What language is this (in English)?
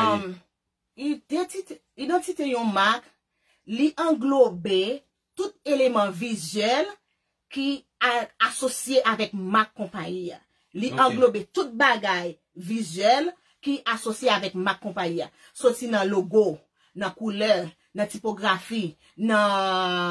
Haitian Creole